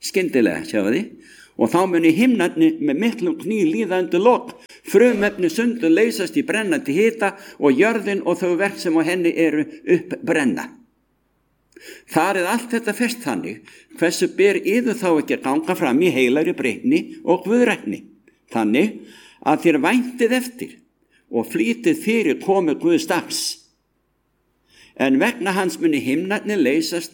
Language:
Icelandic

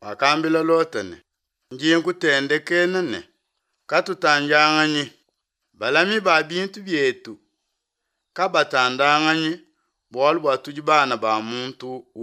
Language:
Luba-Lulua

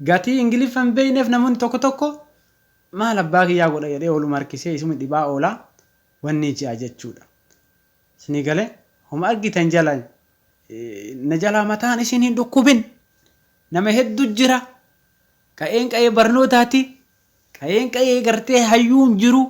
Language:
Oromo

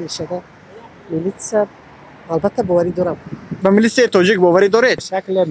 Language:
Tajik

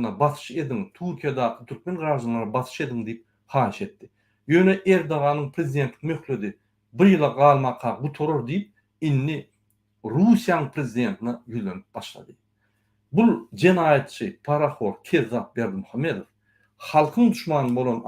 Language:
Turkmen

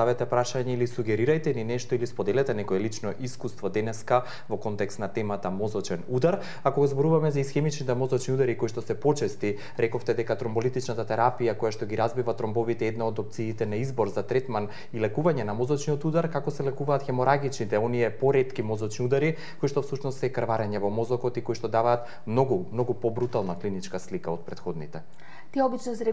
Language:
Macedonian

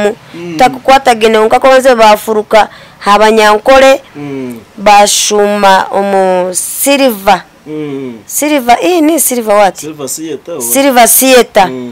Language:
Nyankole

